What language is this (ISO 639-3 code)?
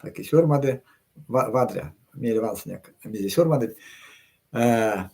myv